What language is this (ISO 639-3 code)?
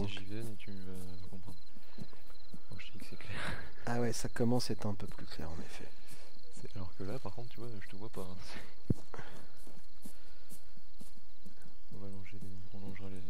fra